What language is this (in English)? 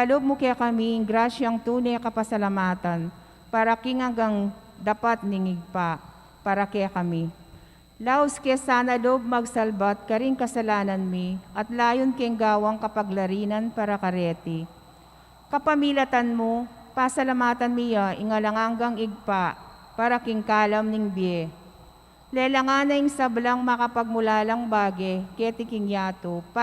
Pampanga